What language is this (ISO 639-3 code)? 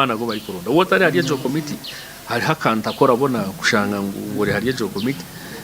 nyn